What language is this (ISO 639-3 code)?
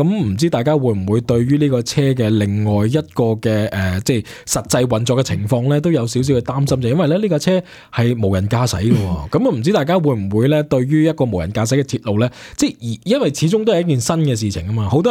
yue